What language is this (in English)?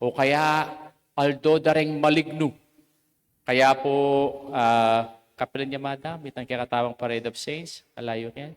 Pampanga